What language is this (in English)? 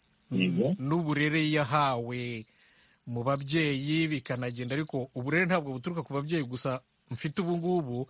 Kinyarwanda